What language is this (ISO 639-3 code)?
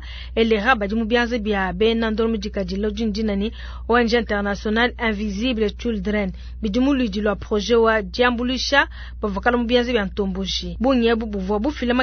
lua